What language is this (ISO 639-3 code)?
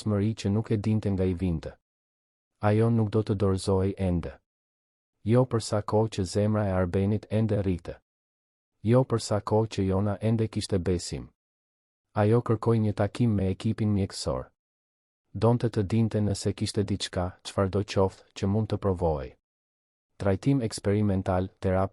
sqi